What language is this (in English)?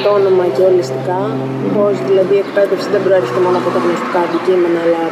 Greek